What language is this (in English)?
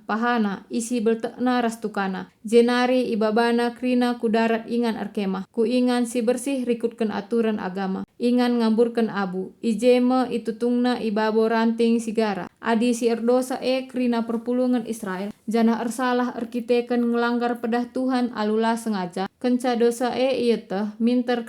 Batak Karo